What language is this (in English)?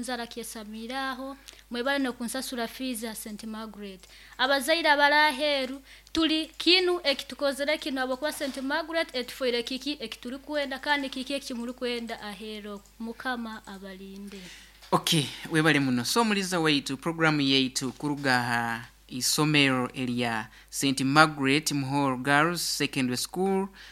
Nyoro